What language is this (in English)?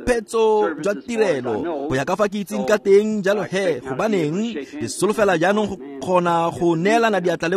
Tswana